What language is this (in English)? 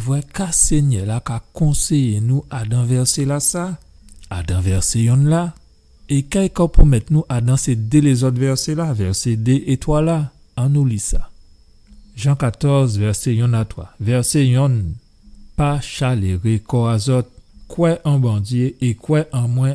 Guadeloupean Creole French